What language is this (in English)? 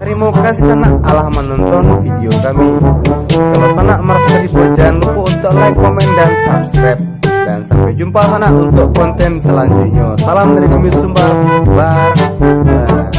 Minangkabau